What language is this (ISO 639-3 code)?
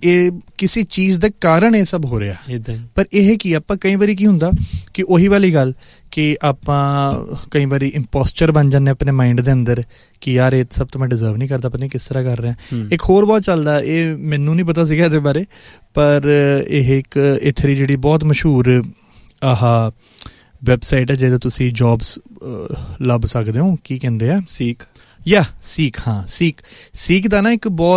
pan